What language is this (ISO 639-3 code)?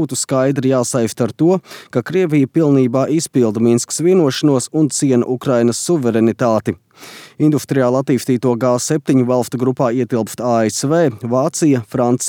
lav